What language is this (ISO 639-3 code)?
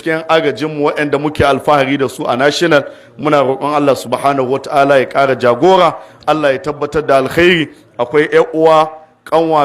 hau